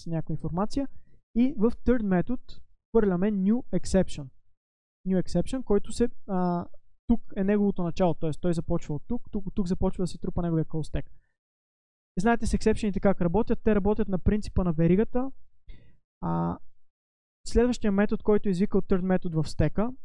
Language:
Bulgarian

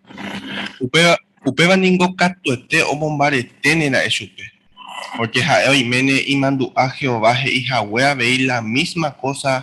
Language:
Guarani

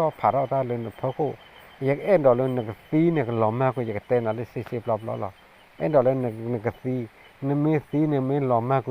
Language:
S'gaw Karen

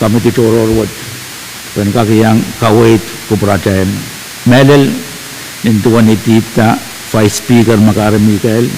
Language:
Pohnpeian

